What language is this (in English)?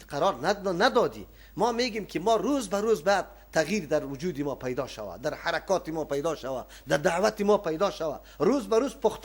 Persian